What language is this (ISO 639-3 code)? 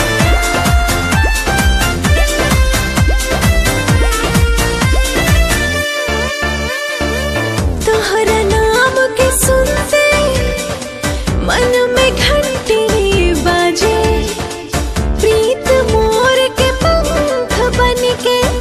bho